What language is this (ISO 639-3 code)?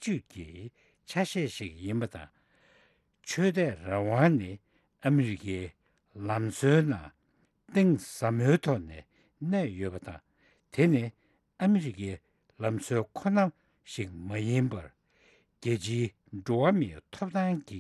bod